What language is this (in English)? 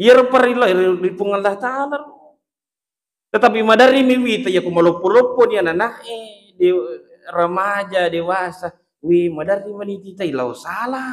Buginese